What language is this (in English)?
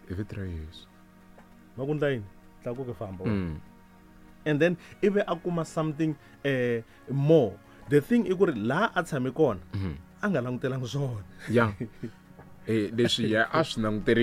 Tsonga